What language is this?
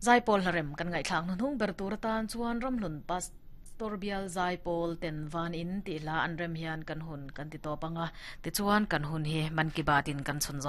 Mizo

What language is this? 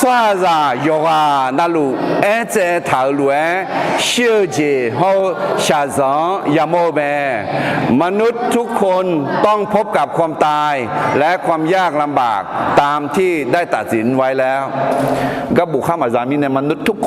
Akha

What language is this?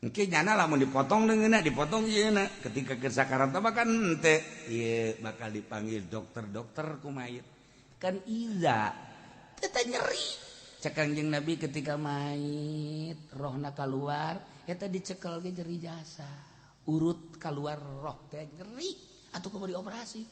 Sundanese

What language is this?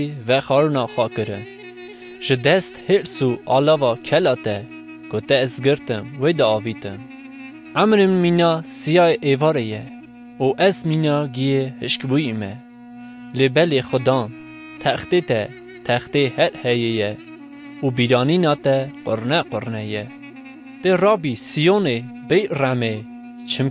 Kurdish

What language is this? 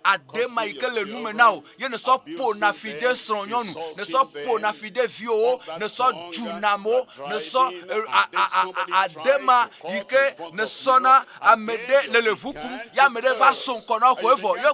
Ewe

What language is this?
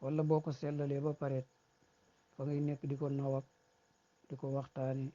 Wolof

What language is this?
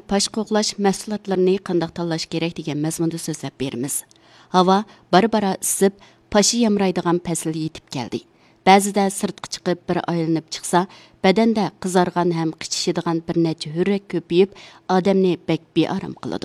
Uyghur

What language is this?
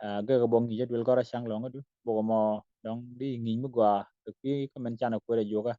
Nuer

